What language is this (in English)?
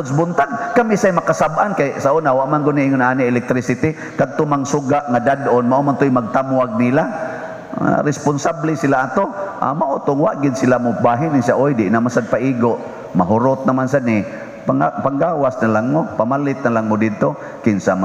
Cebuano